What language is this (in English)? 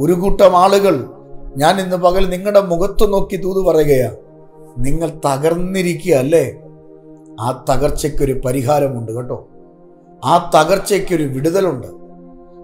Malayalam